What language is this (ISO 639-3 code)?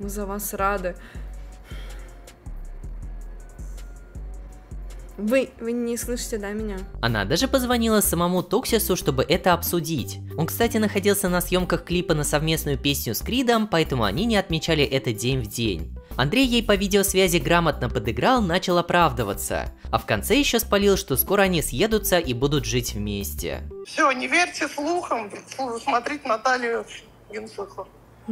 rus